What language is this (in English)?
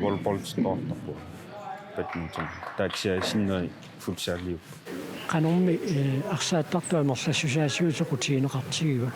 Kalaallisut